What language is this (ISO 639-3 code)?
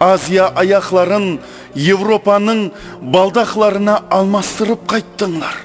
kaa